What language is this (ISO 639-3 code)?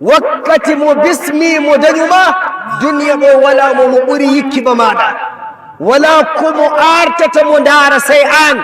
ful